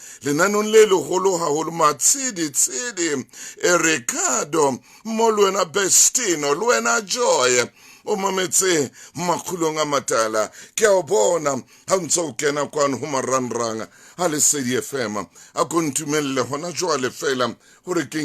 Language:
Southern Sotho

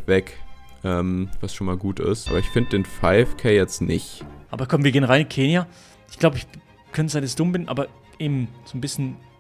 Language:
Swiss German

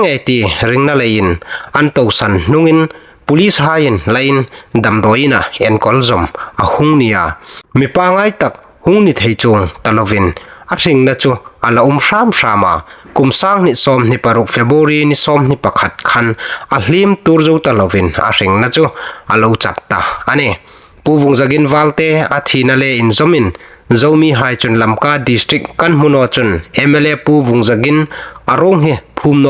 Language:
Hmar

